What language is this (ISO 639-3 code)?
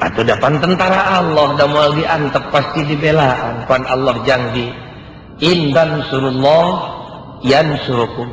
sun